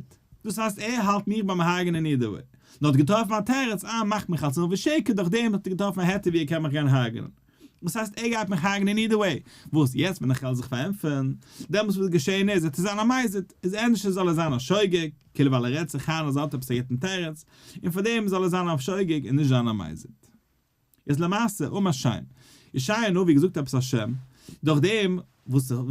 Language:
Yiddish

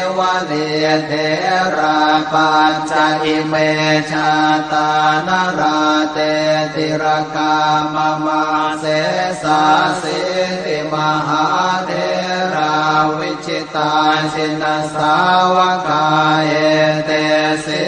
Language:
Pali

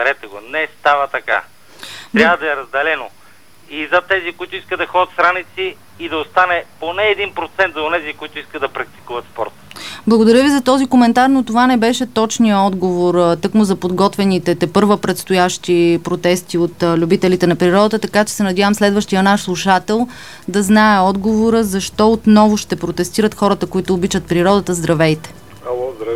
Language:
Bulgarian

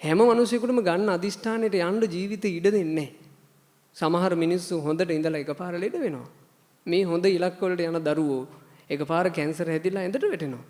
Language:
Sinhala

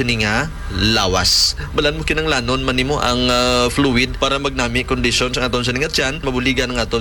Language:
Hiligaynon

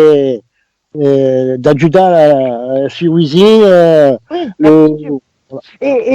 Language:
Occitan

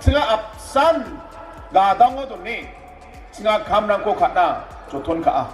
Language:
Garo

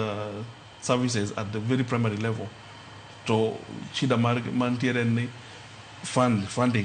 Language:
Luo (Kenya and Tanzania)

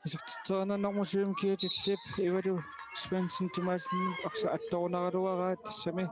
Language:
Kalaallisut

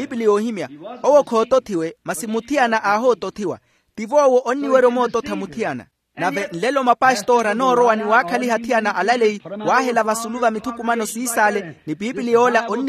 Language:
Makhuwa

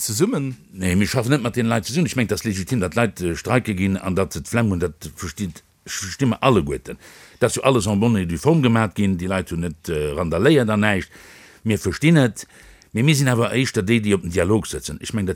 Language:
Luxembourgish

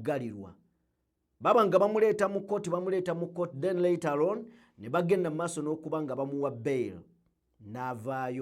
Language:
Ganda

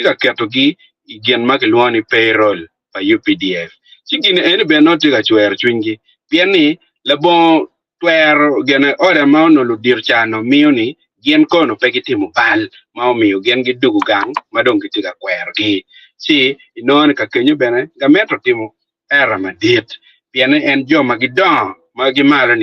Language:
Acoli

